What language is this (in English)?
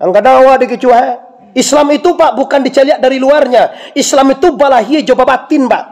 Minangkabau